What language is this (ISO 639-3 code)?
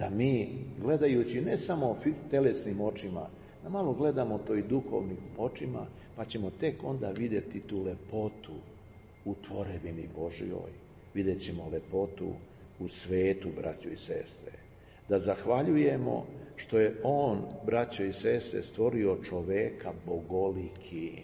srp